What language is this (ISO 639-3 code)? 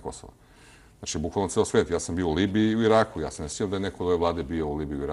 srp